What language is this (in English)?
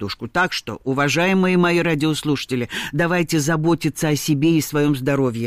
Russian